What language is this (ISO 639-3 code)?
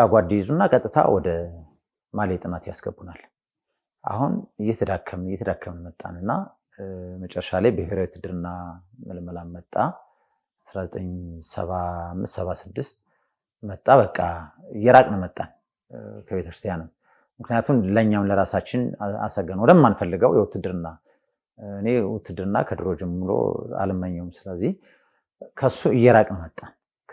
amh